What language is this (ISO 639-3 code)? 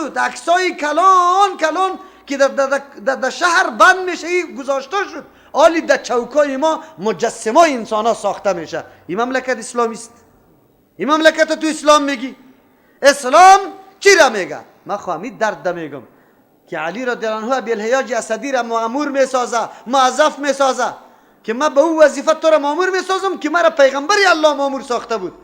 fas